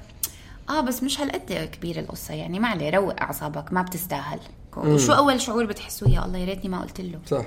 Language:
North Levantine Arabic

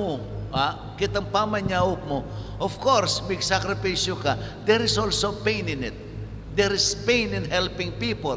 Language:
Pampanga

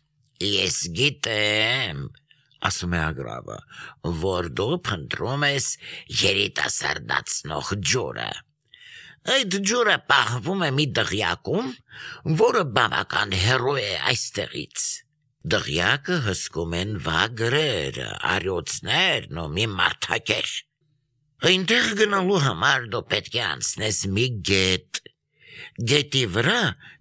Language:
Armenian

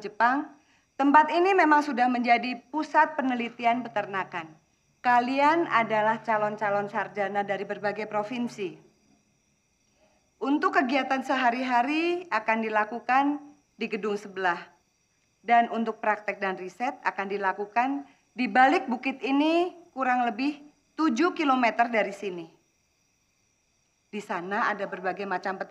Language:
Indonesian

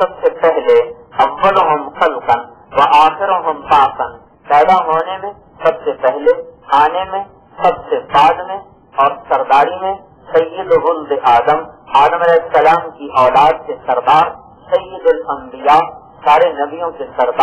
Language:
Urdu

